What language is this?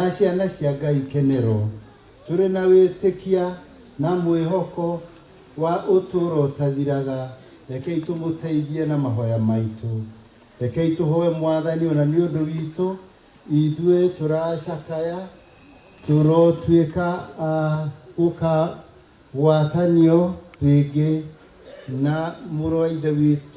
Kikuyu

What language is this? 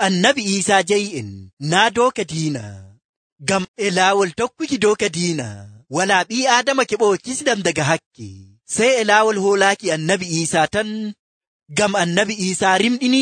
Nigerian Fulfulde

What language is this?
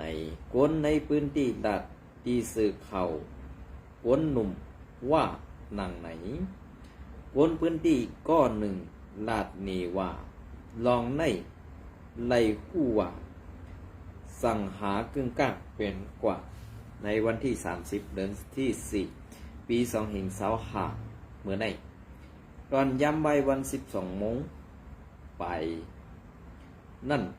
Shan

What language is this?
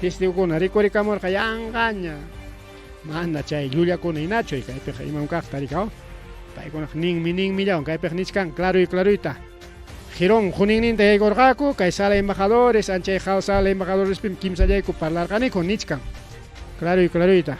Ayacucho Quechua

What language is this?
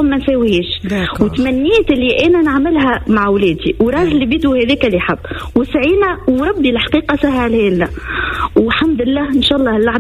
Tunisian Arabic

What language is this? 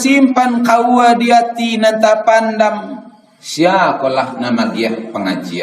Minangkabau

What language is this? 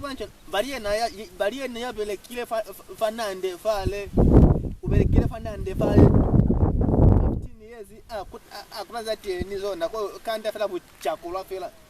Lozi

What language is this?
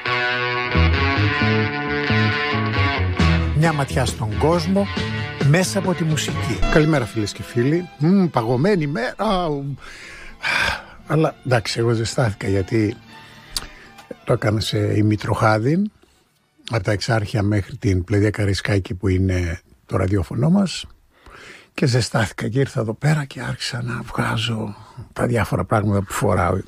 Greek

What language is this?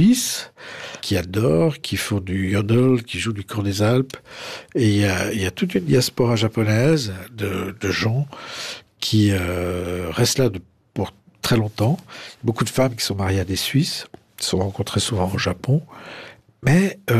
French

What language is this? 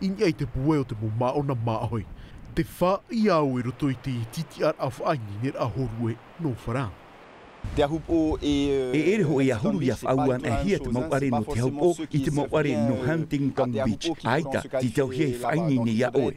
Tahitian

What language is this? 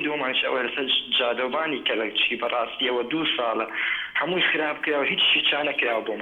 Central Kurdish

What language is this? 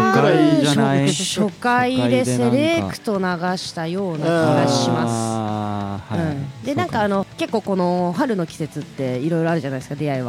Japanese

